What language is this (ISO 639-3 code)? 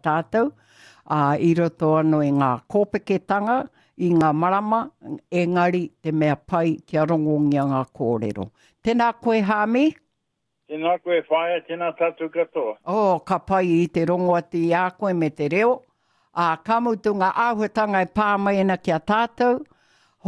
mri